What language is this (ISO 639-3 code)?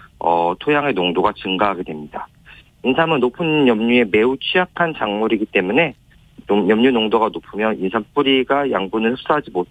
kor